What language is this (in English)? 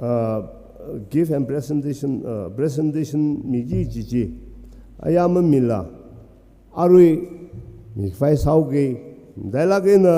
Tangkhul Naga (India)